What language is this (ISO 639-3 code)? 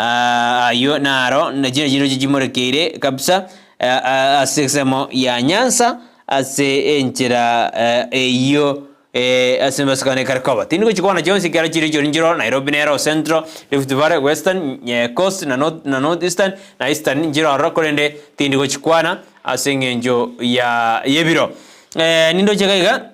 guz